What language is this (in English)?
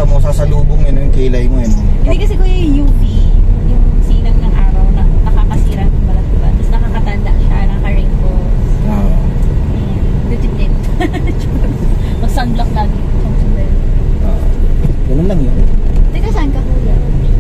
Filipino